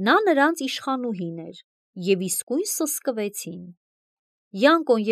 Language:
Armenian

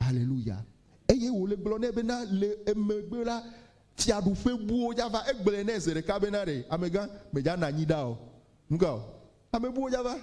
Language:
Ewe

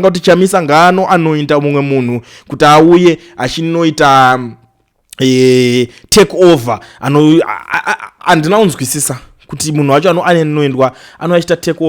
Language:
Shona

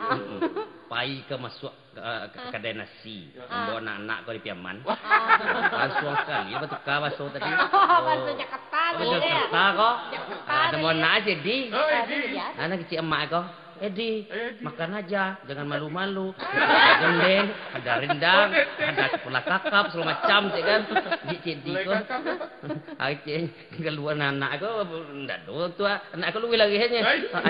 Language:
Minangkabau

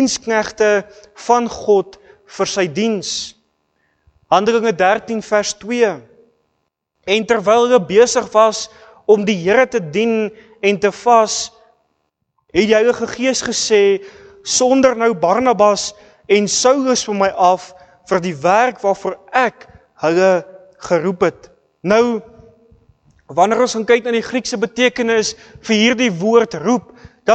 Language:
Afrikaans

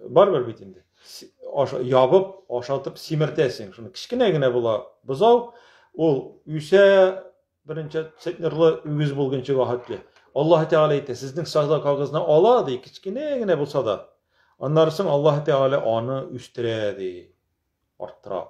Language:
Tatar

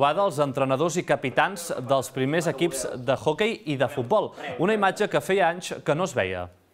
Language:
Catalan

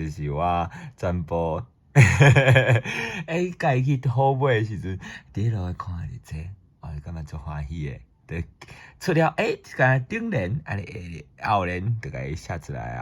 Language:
Min Nan Chinese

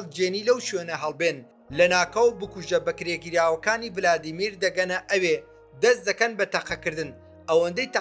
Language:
Central Kurdish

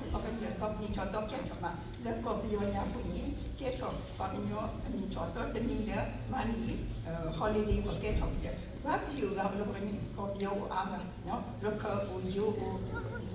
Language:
S'gaw Karen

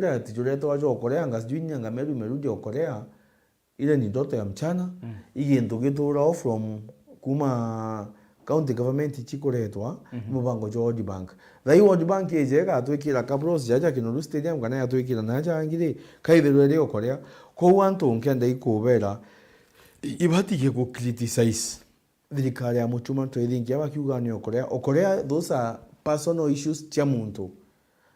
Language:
Meru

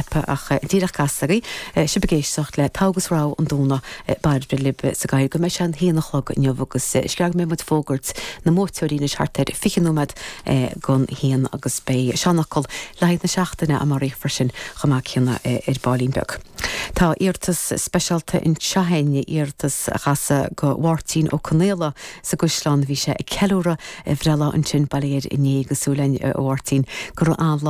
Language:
Irish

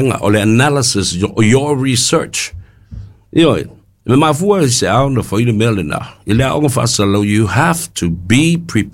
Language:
Samoan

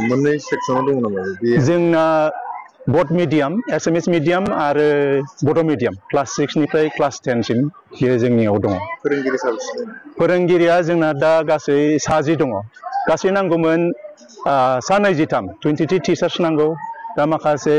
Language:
Bodo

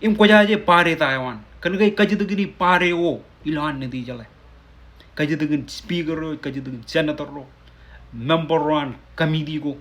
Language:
Marshallese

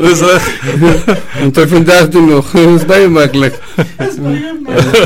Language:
Afrikaans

